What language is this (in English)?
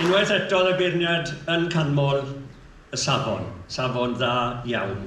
Welsh